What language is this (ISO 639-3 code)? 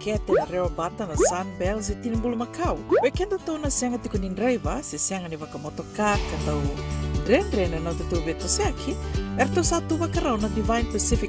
fij